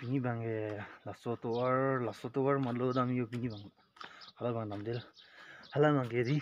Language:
Karbi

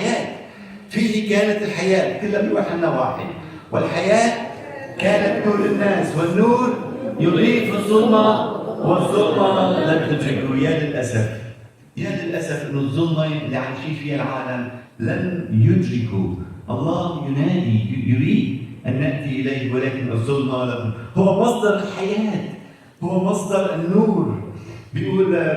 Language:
Egyptian Arabic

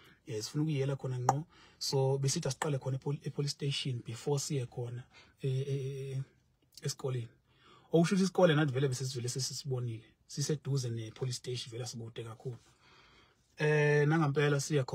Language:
Zulu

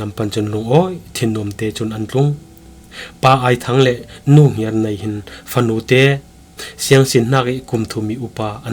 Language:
Falam Chin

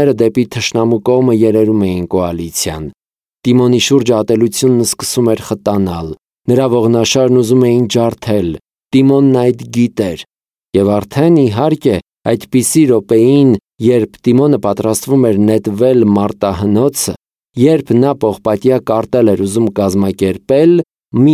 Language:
Armenian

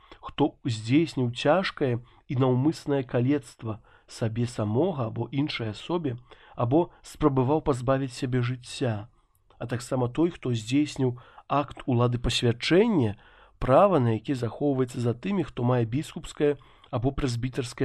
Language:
Belarusian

